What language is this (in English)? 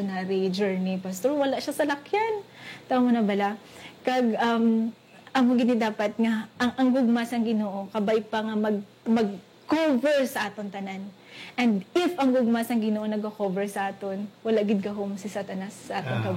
Hiligaynon